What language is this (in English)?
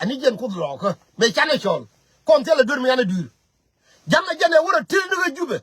Nuer